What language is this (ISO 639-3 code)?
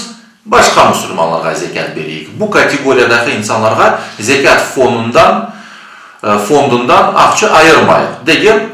crh